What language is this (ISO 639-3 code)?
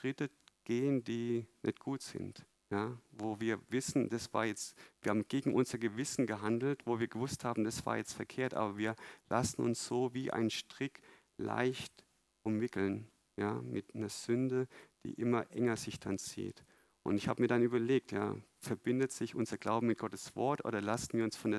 deu